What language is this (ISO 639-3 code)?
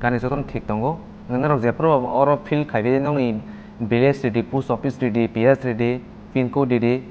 trp